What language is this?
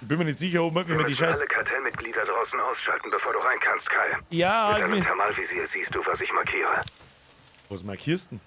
Bavarian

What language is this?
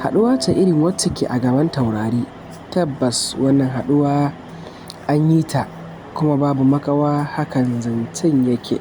Hausa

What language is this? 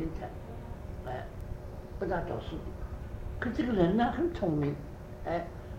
Chinese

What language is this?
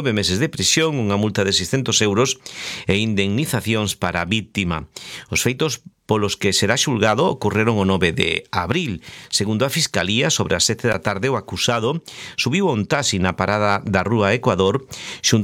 Galician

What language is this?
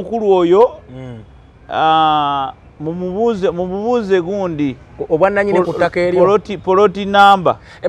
Ganda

